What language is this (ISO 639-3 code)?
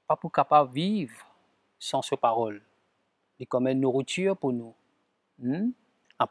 mfe